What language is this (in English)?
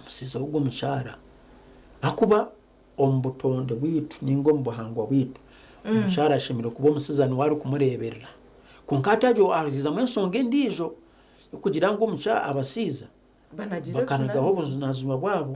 Nyankole